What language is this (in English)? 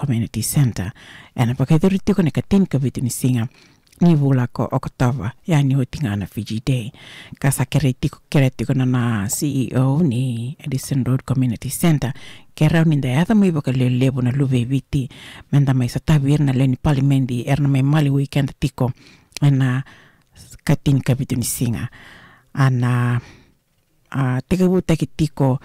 Fijian